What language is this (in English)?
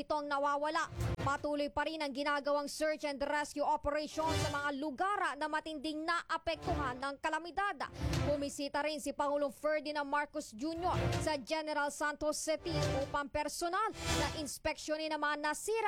Filipino